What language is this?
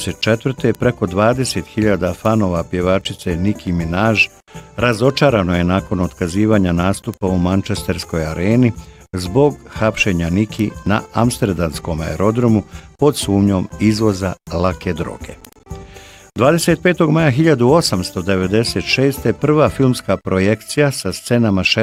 Bosnian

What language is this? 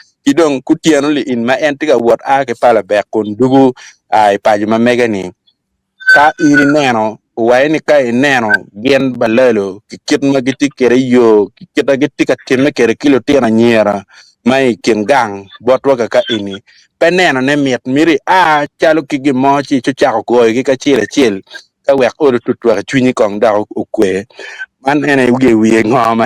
Acoli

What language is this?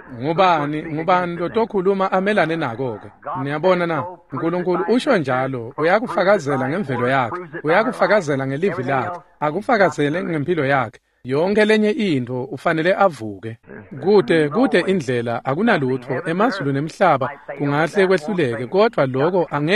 Swati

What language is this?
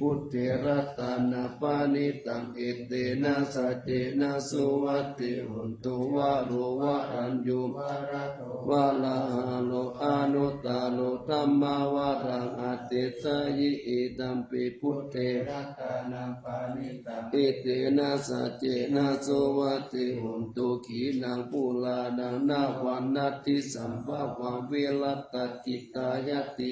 Pali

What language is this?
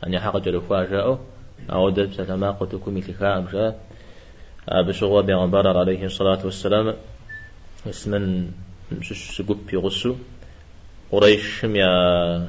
Kabardian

